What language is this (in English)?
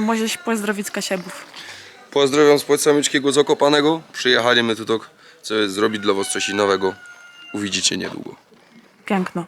Kashubian